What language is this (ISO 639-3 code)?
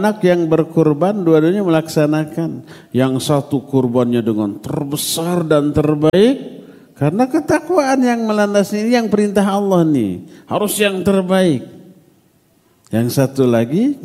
ind